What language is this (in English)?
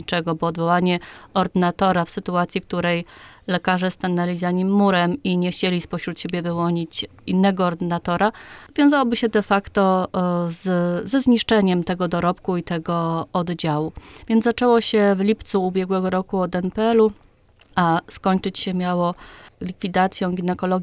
Polish